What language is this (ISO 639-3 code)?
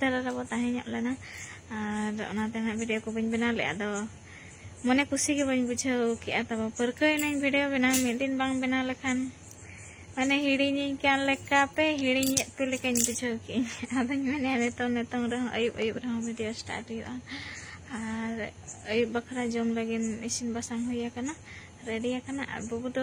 sat